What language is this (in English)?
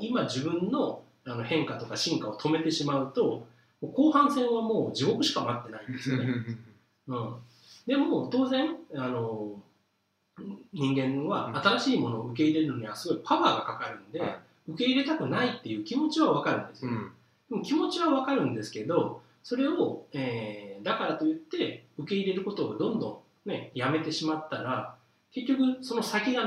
Japanese